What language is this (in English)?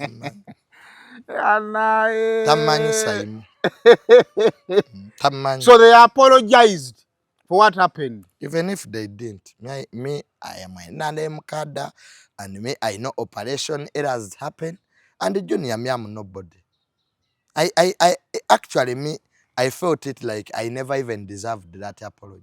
Ganda